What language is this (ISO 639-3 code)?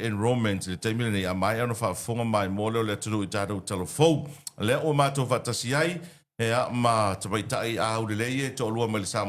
smo